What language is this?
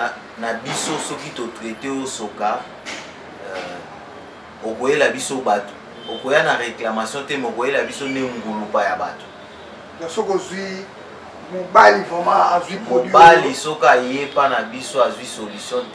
Lingala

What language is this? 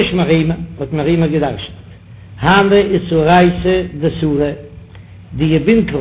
Yiddish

